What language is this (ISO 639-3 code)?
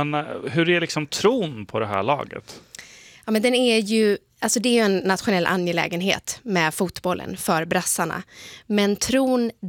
swe